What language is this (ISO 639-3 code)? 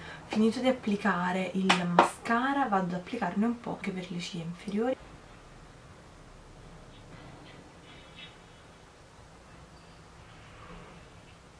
ita